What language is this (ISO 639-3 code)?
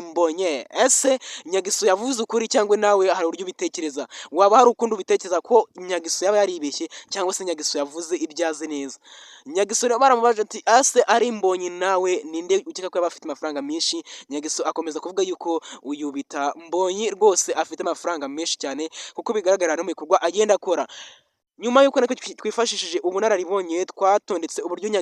kin